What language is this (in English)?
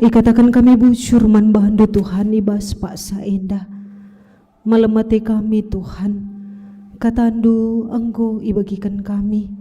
Batak Karo